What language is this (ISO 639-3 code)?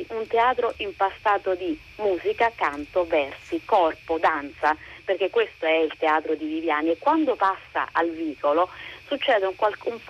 ita